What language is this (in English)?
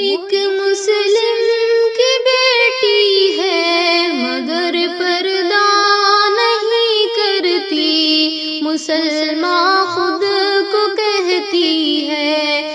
Urdu